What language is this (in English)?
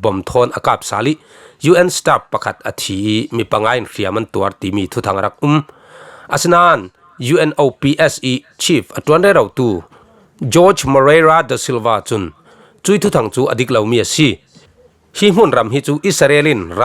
Falam Chin